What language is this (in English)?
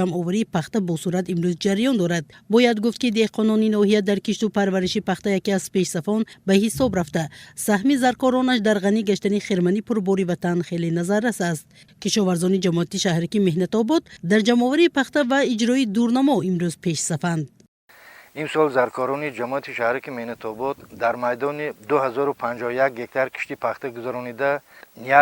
Tajik